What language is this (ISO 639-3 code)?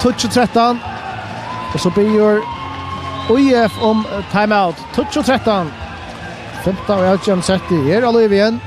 fao